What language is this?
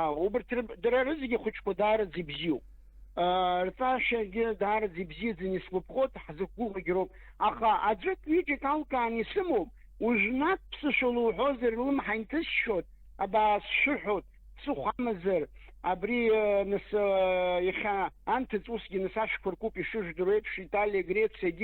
Abkhazian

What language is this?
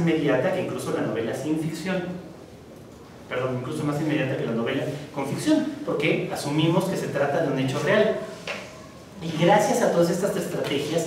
Spanish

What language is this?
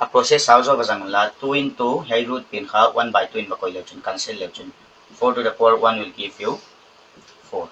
Paite Chin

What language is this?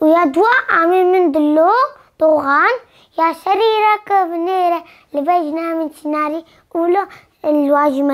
Kurdish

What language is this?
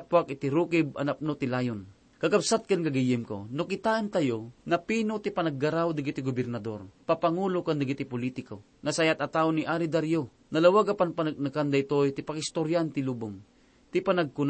Iloko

